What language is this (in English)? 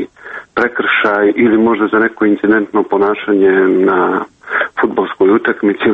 Serbian